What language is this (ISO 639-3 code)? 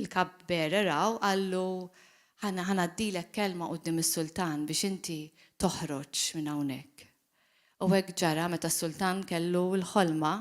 mlt